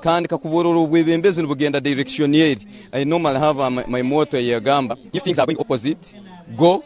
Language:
Nyankole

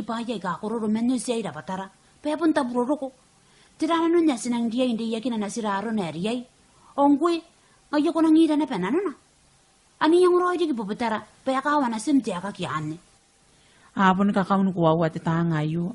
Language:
Gilbertese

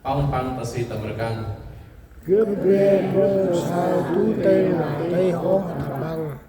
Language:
Central Mnong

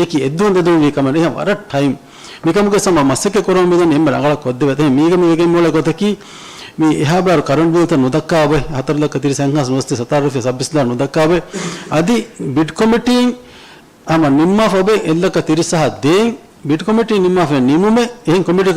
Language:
Divehi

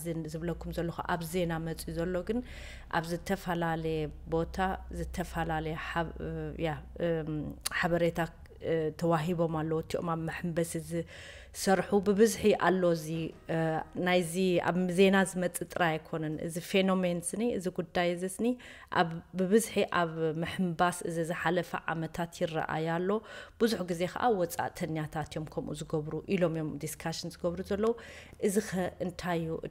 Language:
Tigrinya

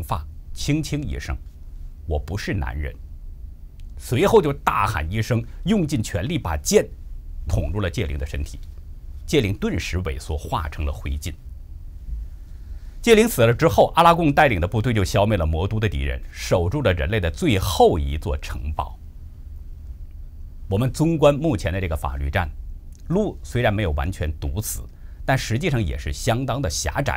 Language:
Chinese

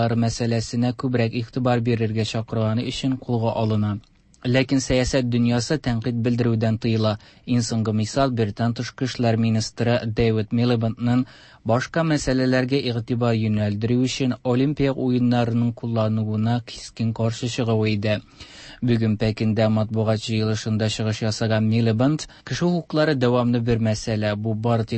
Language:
Tatar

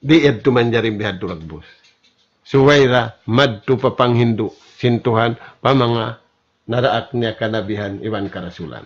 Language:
Tausug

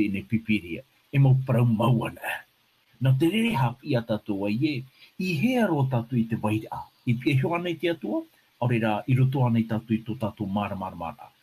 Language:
Tahitian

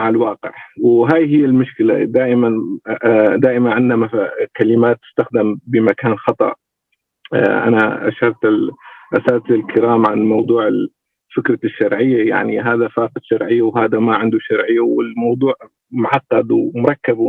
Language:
North Levantine Arabic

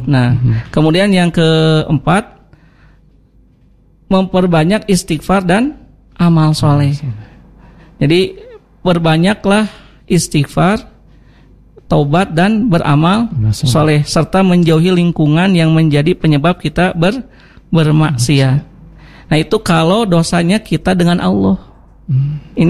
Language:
Indonesian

